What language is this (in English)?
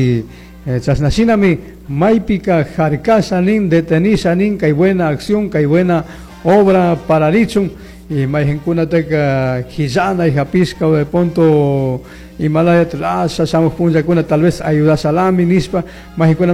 Chimborazo Highland Quichua